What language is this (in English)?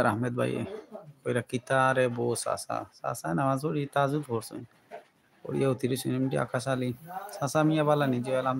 Sylheti